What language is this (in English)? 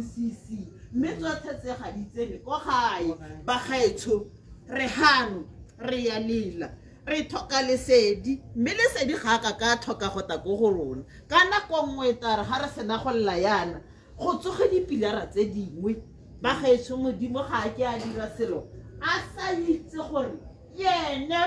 Tswana